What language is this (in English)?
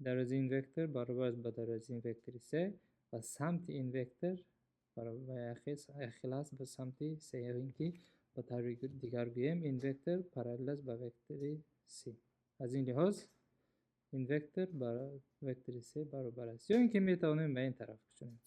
Tajik